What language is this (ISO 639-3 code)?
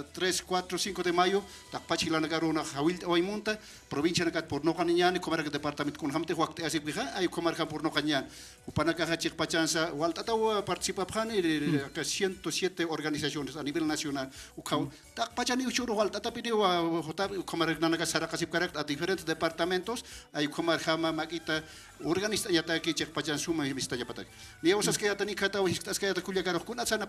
aym